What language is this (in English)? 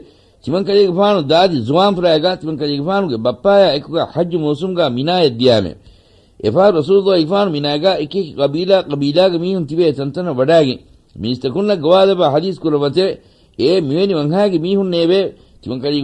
Divehi